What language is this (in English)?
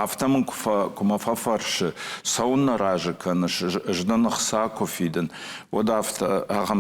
Ossetic